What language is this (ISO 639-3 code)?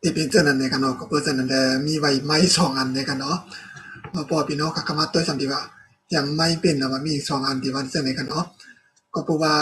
shn